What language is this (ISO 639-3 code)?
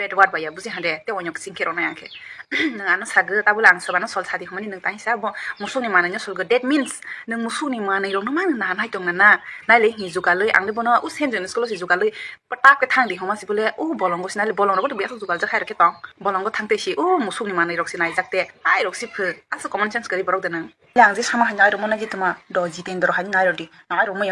trp